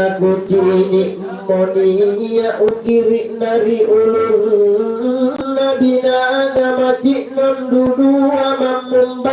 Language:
Makasar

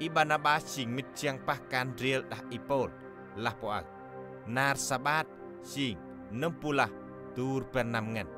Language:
Central Mnong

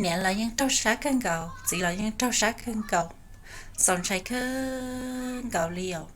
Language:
Hmong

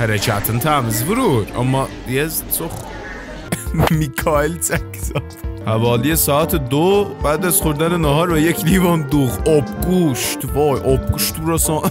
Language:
South Azerbaijani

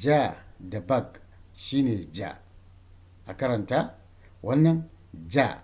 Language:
Hausa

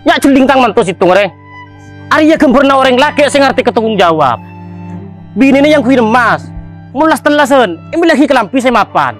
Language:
Madurese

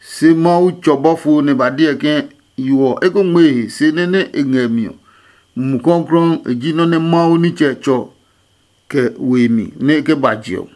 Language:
Adangme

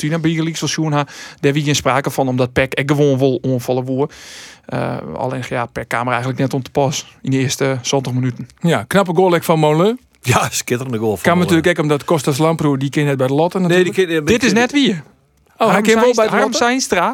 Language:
Western Frisian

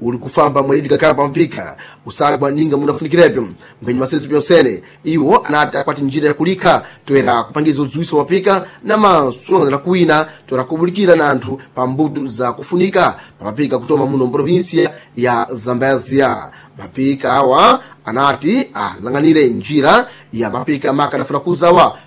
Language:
Sena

